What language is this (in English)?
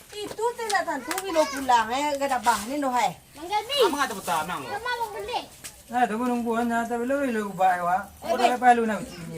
Minangkabau